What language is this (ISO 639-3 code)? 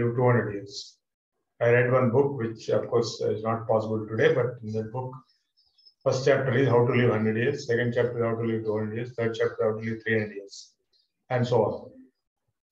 eng